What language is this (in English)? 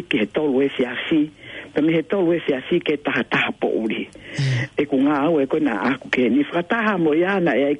Tongan